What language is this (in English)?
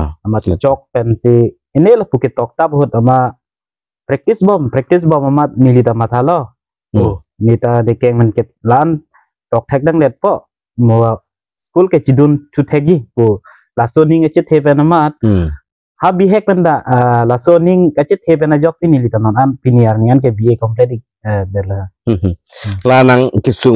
Karbi